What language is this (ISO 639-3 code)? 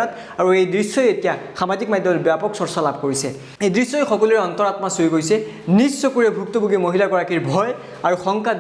asm